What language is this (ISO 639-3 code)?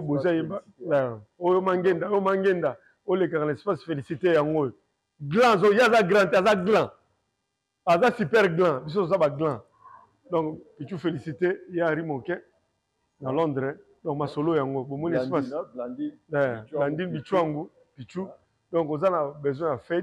lin